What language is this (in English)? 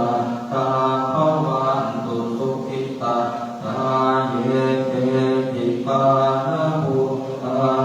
Pali